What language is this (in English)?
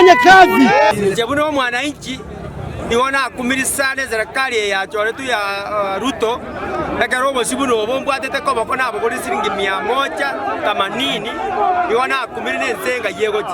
Gusii